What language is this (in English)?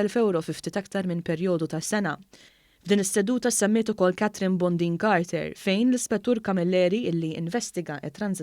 Maltese